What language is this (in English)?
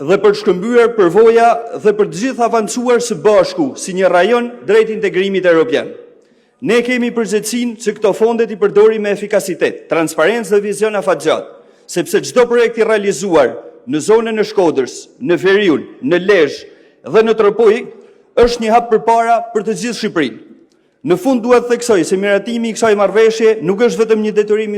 Albanian